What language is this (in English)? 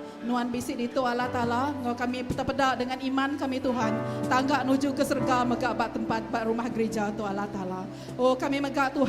Iban